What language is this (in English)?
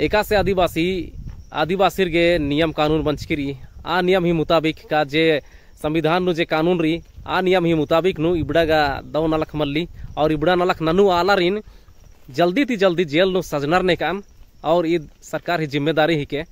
Kurukh